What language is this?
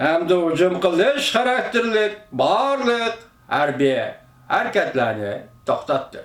Uyghur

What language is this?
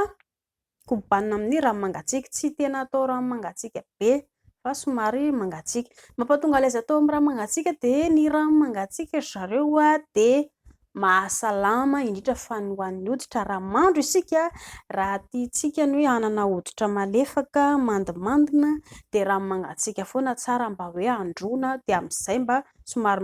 Malagasy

